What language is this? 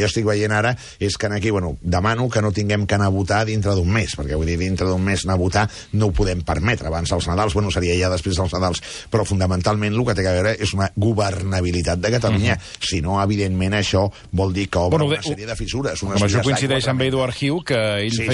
Catalan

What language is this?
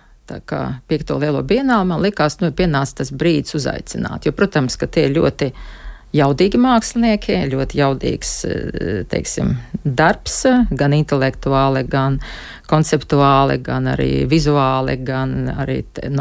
Latvian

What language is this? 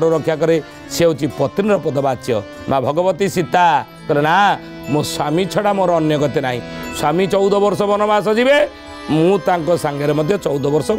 Odia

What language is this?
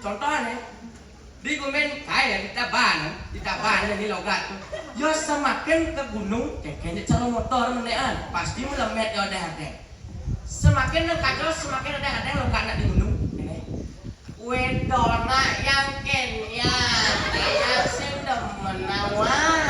Balinese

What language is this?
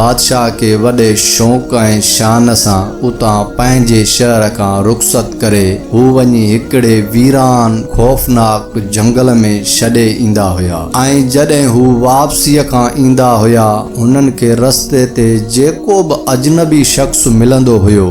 Sindhi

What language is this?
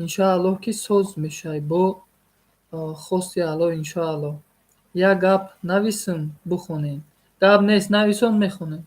Tajik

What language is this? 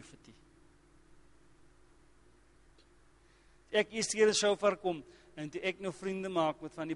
Afrikaans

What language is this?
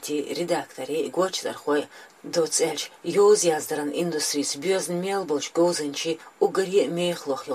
Chechen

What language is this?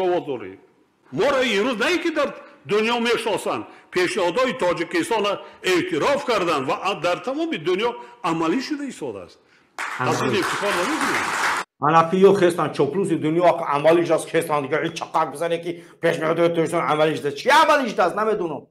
Tajik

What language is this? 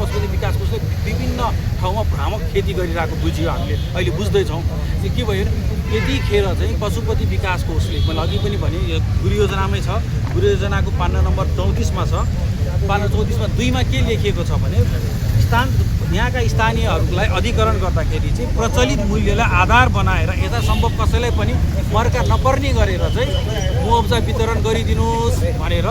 Nepali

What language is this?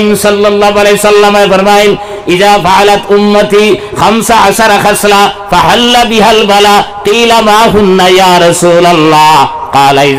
Sylheti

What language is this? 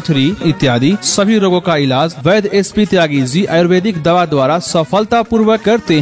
Hindi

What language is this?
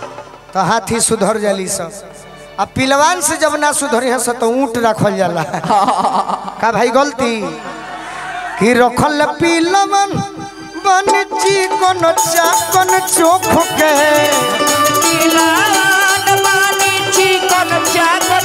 Bhojpuri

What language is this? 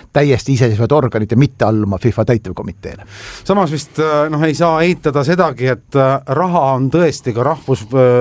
Estonian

